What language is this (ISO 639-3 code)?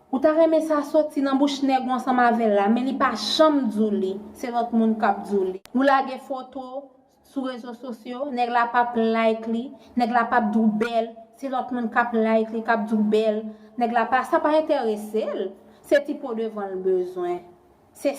hat